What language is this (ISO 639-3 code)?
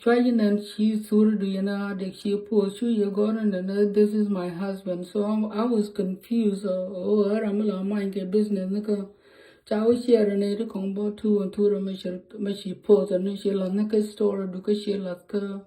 nus